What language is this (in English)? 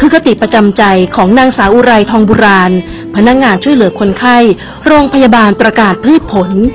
Thai